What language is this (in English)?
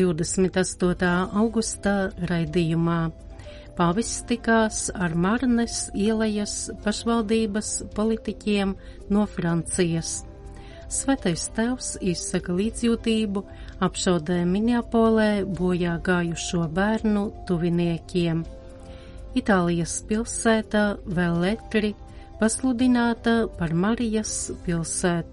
Latvian